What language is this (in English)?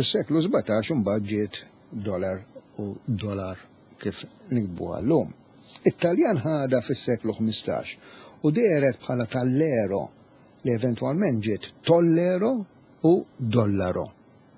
Maltese